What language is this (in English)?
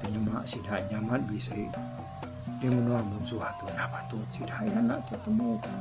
Iban